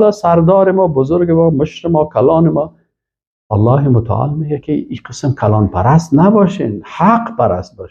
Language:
Persian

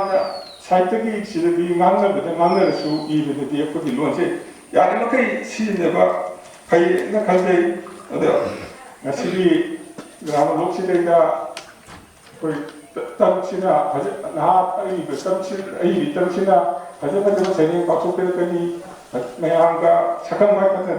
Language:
Manipuri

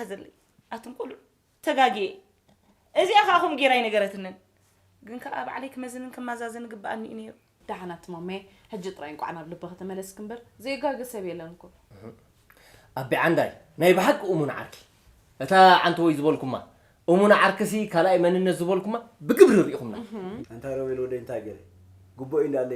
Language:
Tigrinya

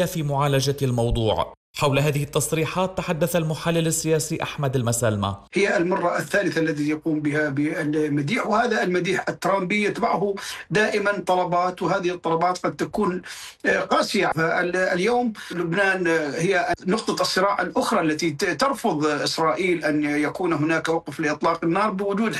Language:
Arabic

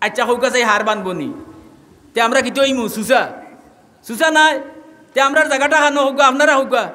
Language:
Sylheti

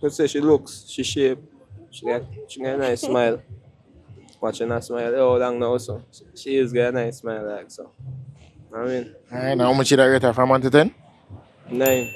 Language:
Jamaican Creole English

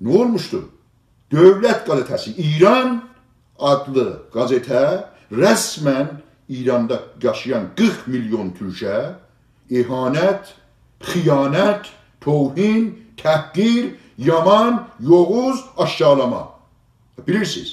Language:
South Azerbaijani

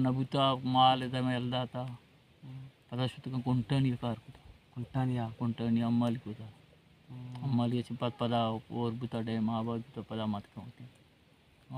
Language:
Baluchi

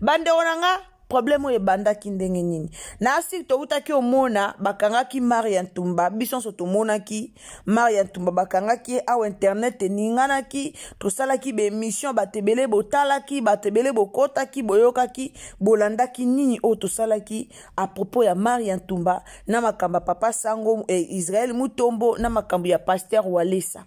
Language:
Lingala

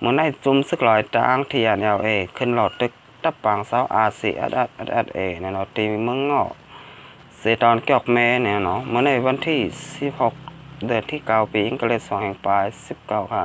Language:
Shan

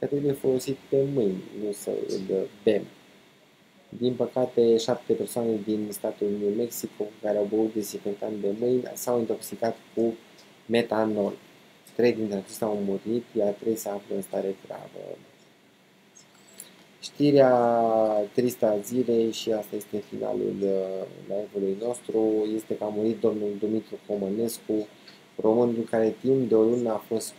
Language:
Romanian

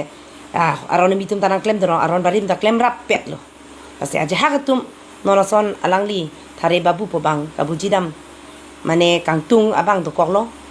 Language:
Karbi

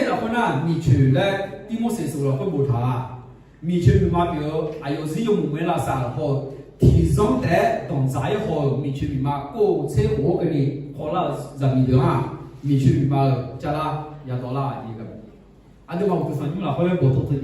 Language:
Akha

